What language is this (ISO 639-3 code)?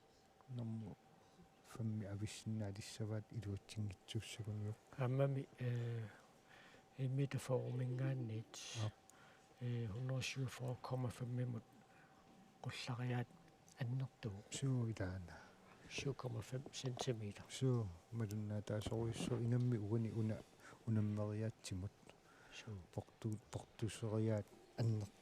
kal